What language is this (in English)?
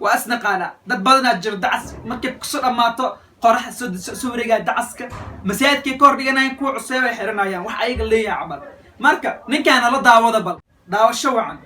Somali